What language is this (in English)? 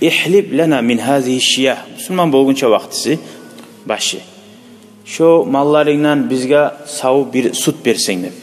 Kumyk